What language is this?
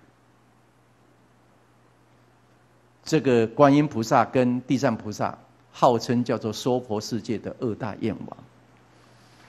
Chinese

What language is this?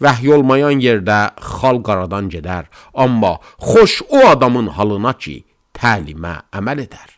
Azerbaijani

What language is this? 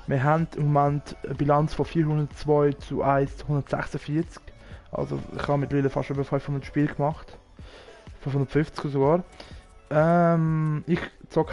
Swiss German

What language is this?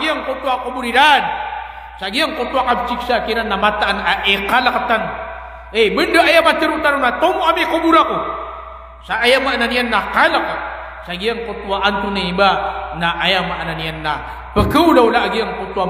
Maranao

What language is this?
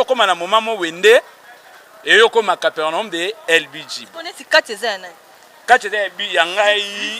Lingala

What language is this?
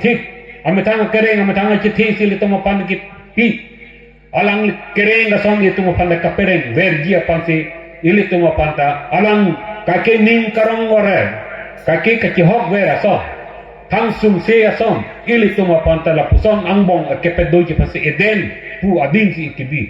Karbi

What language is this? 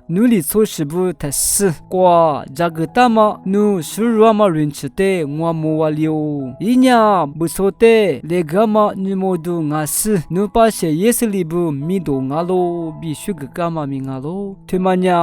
Lisu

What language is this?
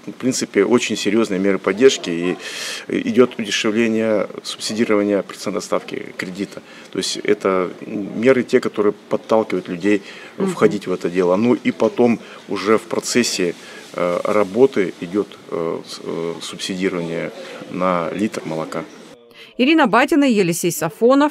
Russian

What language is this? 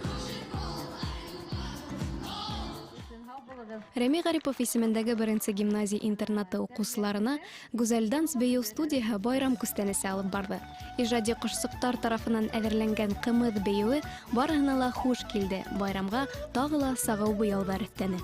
Bashkir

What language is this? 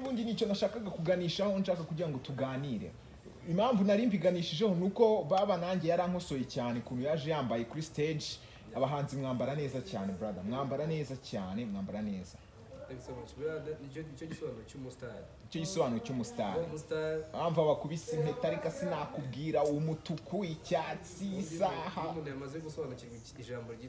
Kinyarwanda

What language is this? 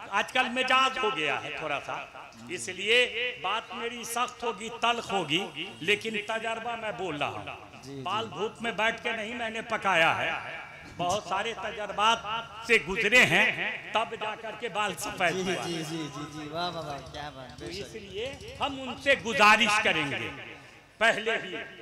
Hindi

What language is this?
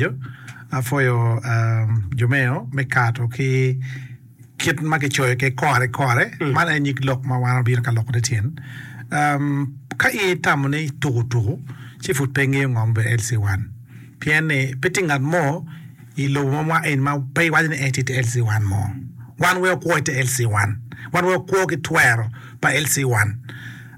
Acoli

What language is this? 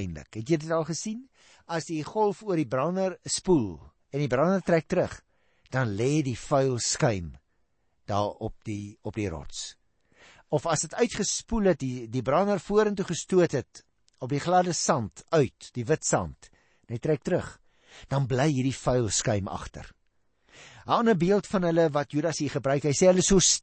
Afrikaans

